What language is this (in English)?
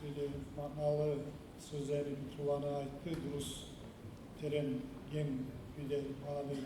Kumyk